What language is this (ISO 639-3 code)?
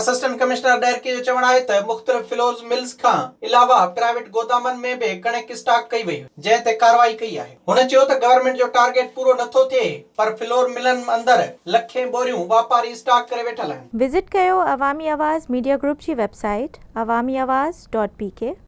snd